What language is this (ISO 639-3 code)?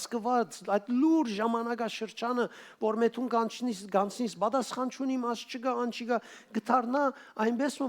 hyw